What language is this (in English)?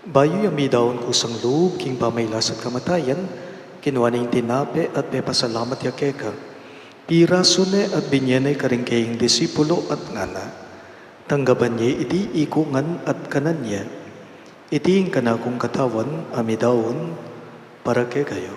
Pampanga